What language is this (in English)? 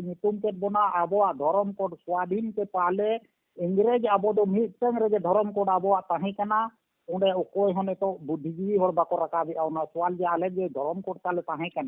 Santali